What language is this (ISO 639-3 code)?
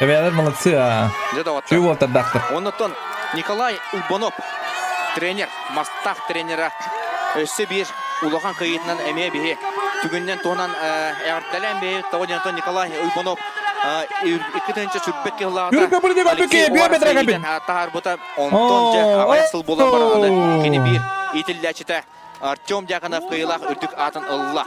sah